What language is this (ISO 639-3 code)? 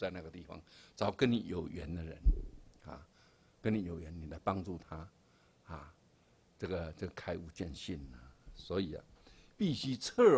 zho